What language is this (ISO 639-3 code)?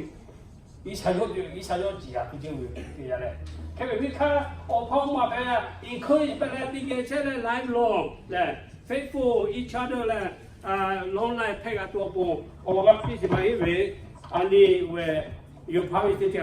lhu